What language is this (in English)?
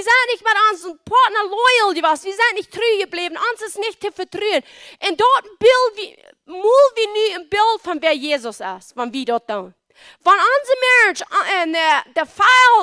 Plautdietsch